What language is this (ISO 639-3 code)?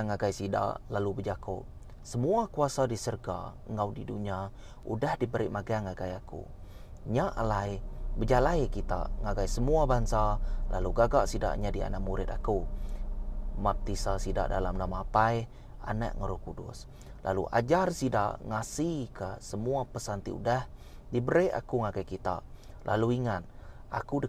iba